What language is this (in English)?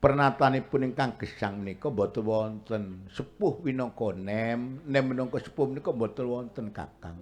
Javanese